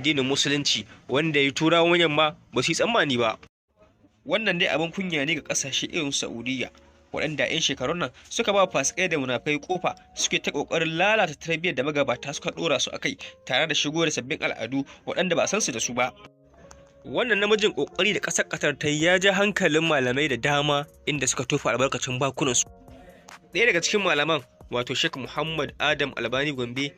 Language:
Hausa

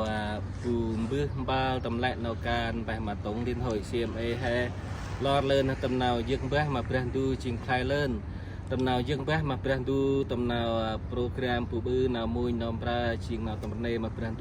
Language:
Central Mnong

